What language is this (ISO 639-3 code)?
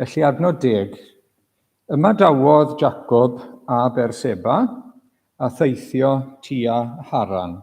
cym